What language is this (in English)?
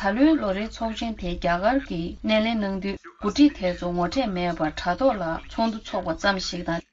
Tibetan